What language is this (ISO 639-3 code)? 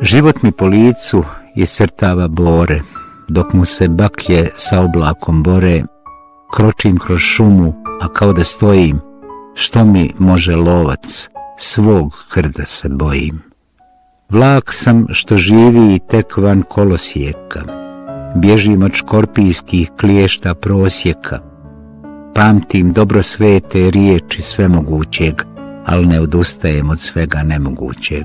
bos